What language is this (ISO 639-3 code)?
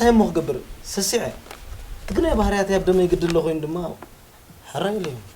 tir